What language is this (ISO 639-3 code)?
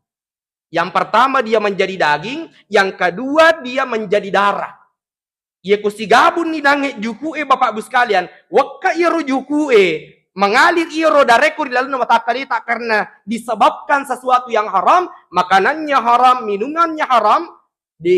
bug